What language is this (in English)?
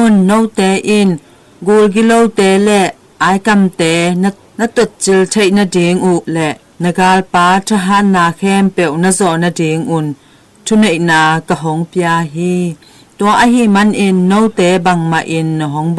Tedim Chin